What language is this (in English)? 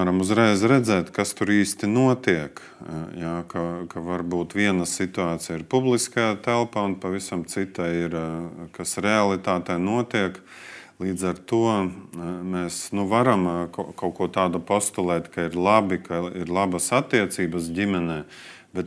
Latvian